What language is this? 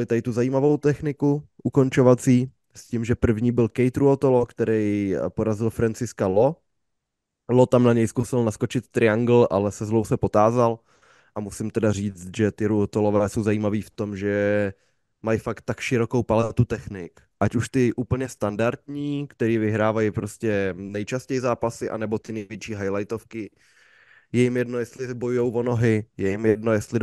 Czech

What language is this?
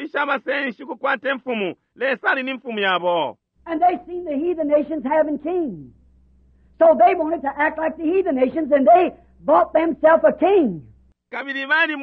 Bemba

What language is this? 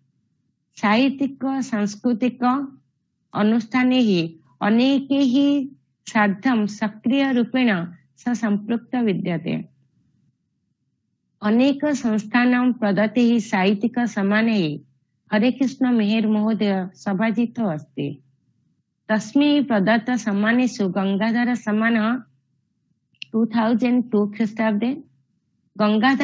Sanskrit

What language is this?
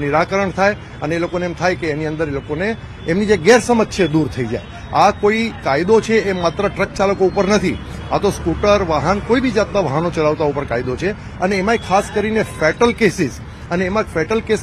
Gujarati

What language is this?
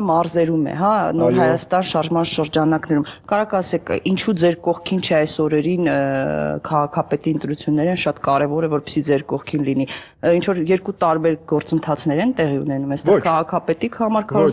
Armenian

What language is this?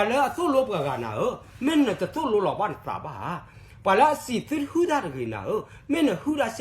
S'gaw Karen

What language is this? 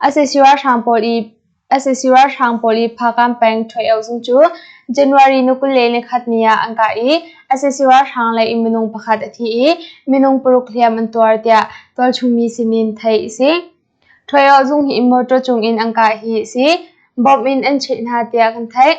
Hakha Chin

